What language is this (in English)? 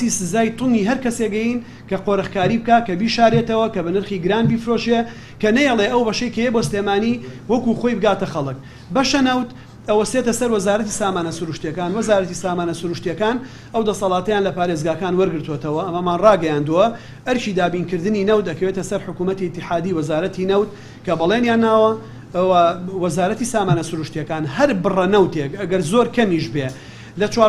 Central Kurdish